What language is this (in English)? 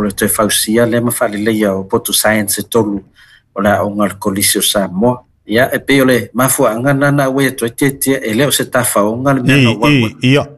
Samoan